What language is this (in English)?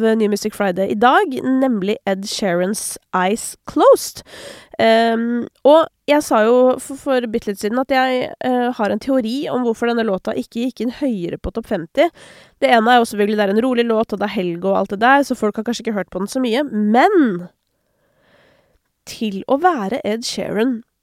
Norwegian